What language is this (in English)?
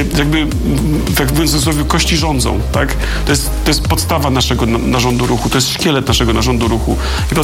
Polish